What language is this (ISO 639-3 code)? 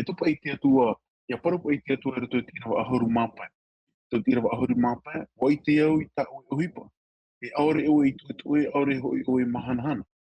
tah